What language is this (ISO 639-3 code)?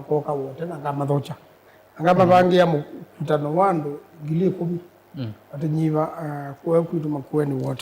kam